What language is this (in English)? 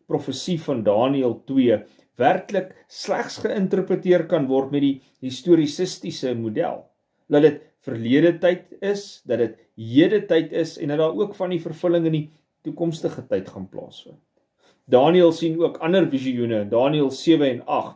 Afrikaans